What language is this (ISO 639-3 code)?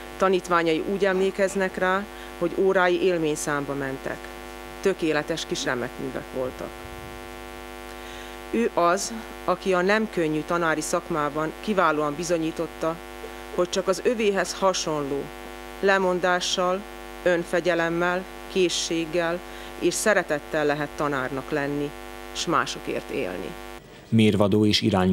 hun